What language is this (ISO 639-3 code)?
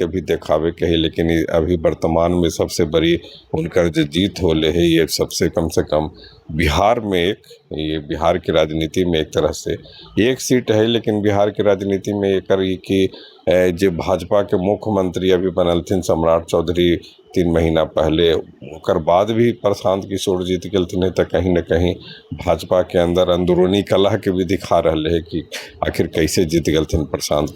mag